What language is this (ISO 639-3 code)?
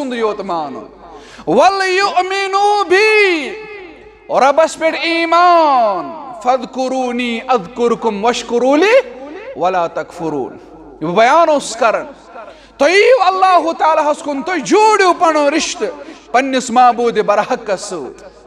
kas